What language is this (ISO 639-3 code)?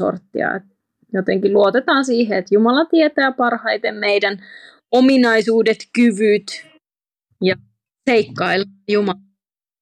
fin